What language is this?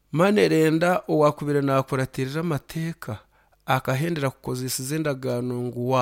Nyankole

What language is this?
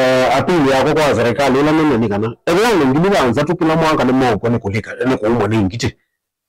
Kamba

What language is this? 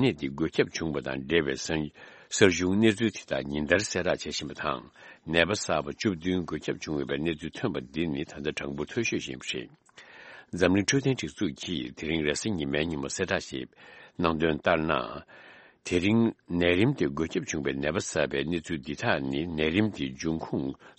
Tibetan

